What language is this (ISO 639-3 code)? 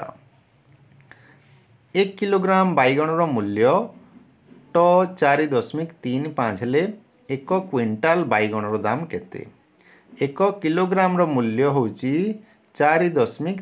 ori